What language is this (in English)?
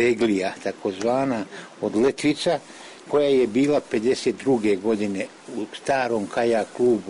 Serbian